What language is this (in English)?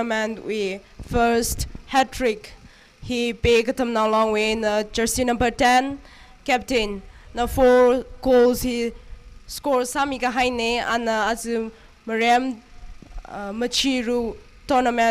Tangkhul Naga (India)